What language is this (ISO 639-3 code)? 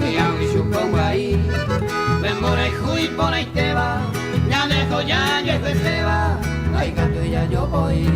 grn